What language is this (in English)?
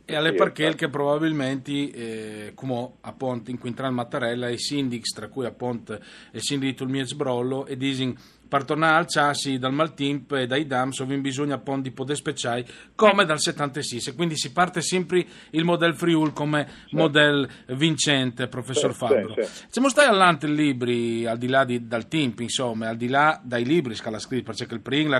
Friulian